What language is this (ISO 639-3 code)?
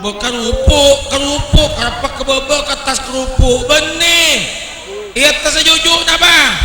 mad